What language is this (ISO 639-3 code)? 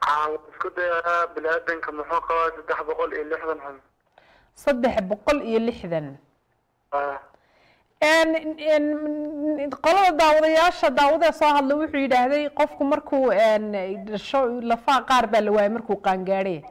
som